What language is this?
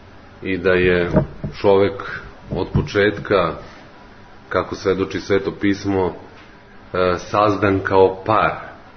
Serbian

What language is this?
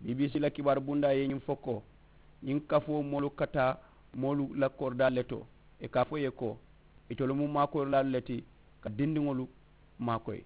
Mandingo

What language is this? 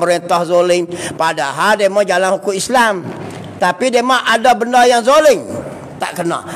Malay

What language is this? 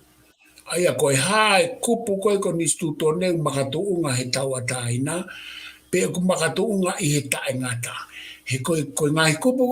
Tongan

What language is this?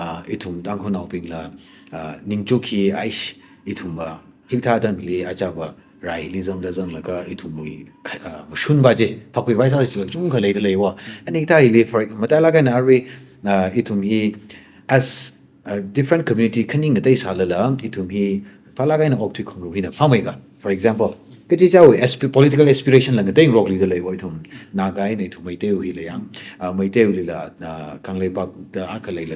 Tangkhul Naga (India)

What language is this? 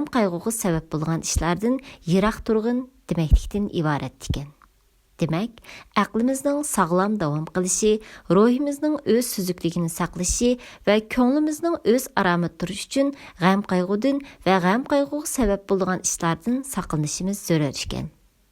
Uyghur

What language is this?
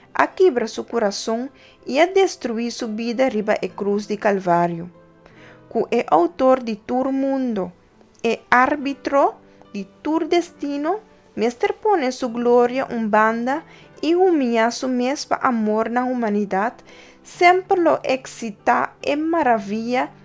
Papiamento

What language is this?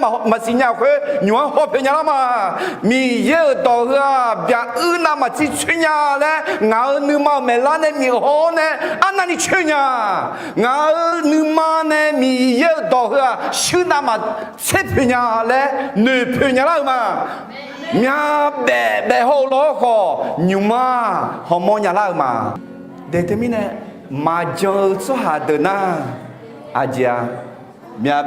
Akha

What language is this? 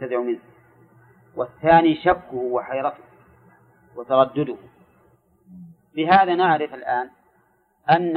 Arabic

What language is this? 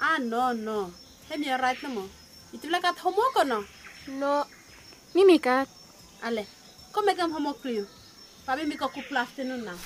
Bislama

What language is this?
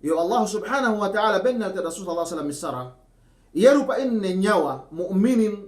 Yakan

